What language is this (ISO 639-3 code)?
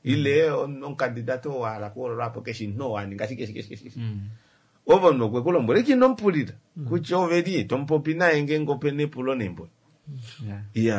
kua